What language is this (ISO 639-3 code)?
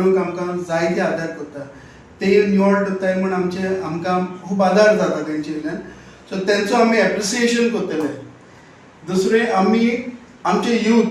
kok